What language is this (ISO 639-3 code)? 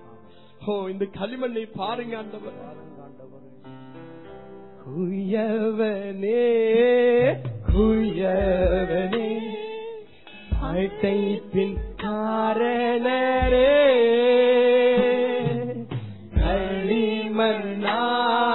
tam